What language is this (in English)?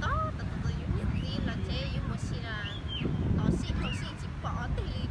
Hmong